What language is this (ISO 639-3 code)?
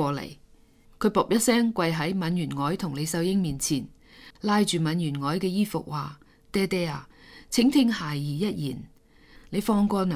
yue